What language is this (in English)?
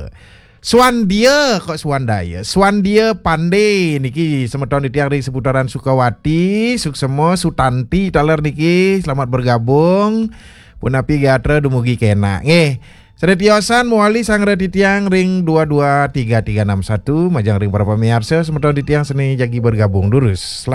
Balinese